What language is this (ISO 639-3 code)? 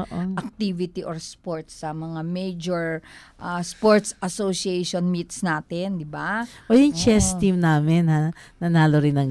fil